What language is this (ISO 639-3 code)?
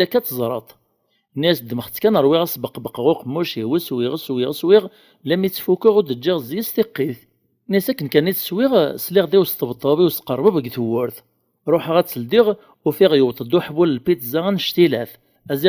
kab